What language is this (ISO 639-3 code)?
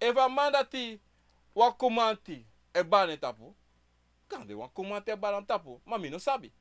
srn